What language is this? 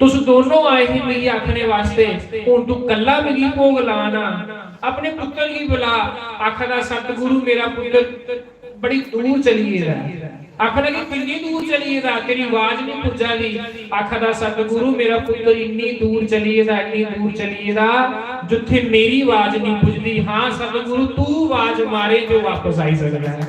Dogri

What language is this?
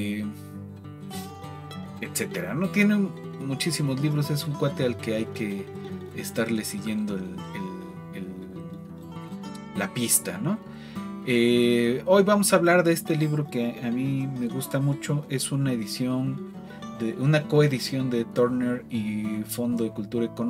Spanish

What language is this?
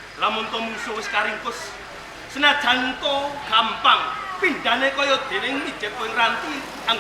Javanese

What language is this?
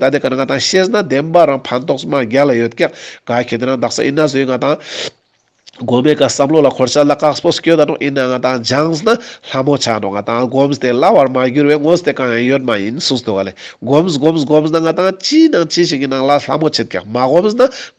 Ladakhi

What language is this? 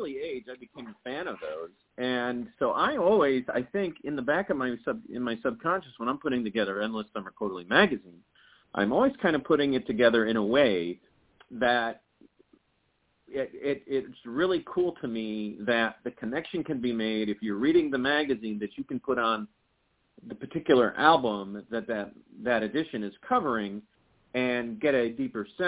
English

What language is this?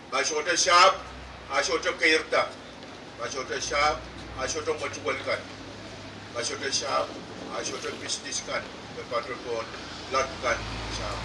Pohnpeian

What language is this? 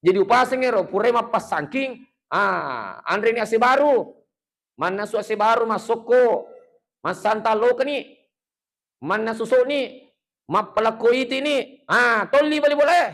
Buginese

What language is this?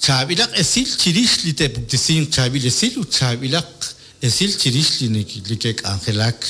Kekchí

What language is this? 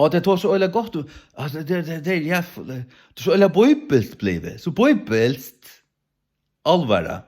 Faroese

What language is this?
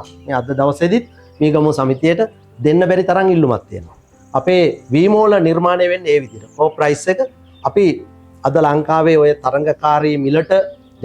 Sinhala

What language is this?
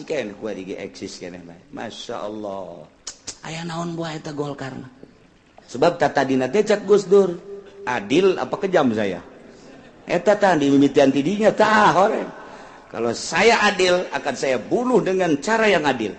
Sundanese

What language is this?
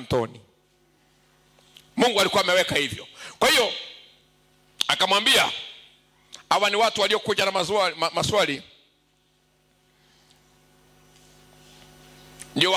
Swahili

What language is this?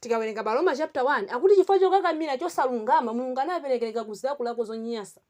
Nyanja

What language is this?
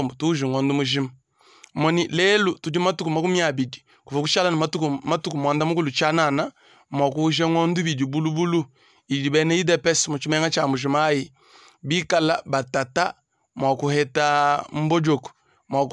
Luba-Lulua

